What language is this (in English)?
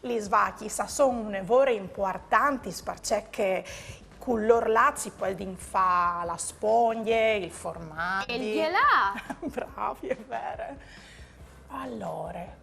Friulian